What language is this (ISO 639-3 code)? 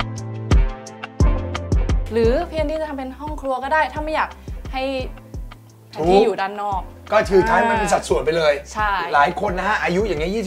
tha